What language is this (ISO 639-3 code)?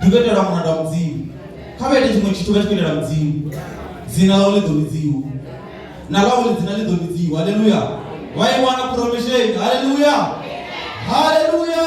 ven